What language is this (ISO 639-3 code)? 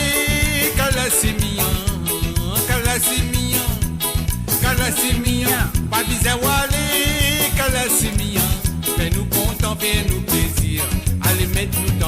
mfe